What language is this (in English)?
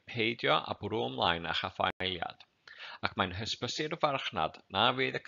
Welsh